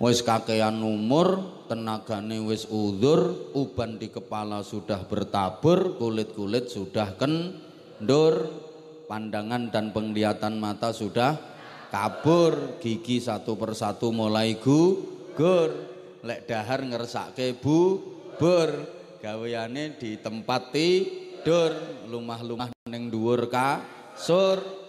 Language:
Javanese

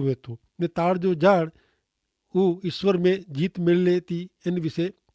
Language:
Kachhi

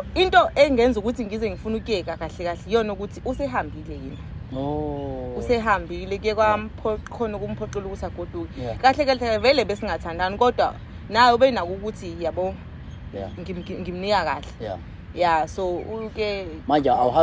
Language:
Zulu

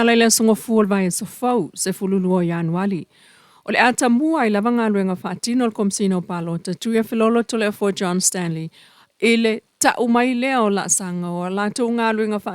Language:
Samoan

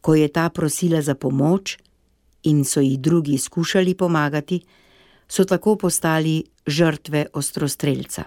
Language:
Slovenian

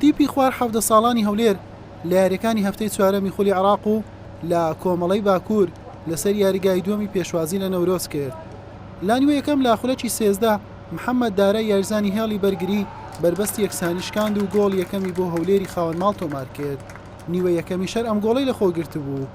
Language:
Central Kurdish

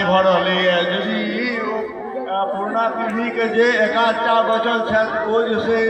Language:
Maithili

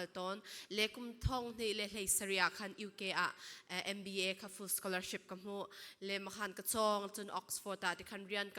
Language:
Falam Chin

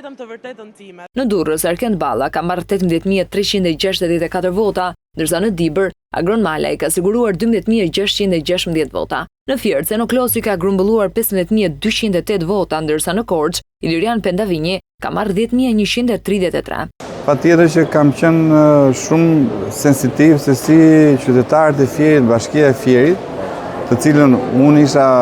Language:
Albanian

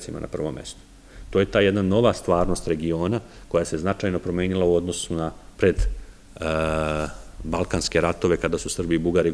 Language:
Serbian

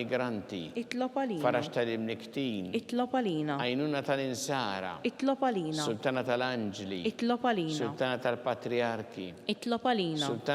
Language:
Maltese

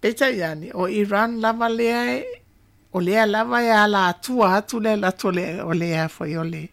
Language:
Samoan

